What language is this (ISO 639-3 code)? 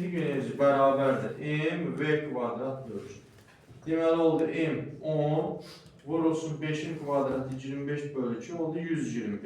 aze